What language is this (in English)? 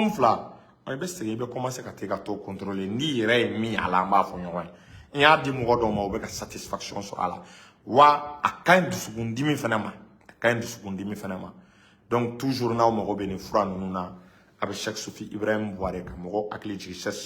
Bambara